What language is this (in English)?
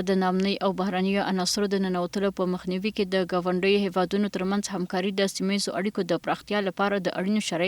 Pashto